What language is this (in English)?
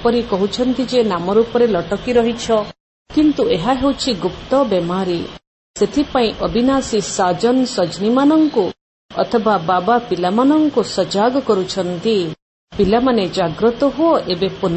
Odia